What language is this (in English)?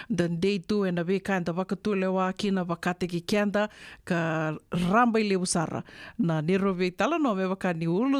Fijian